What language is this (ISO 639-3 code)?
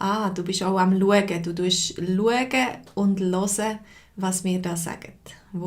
gsw